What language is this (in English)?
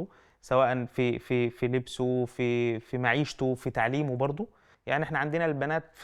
Egyptian Arabic